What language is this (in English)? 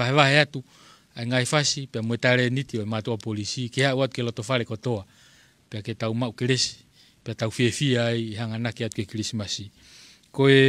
Tongan